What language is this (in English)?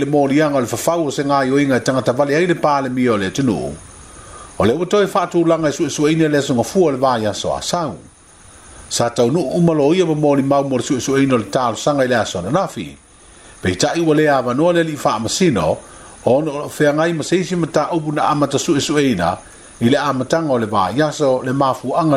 Samoan